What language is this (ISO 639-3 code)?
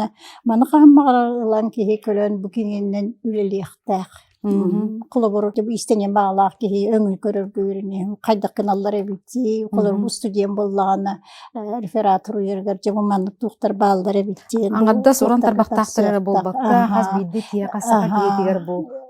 sah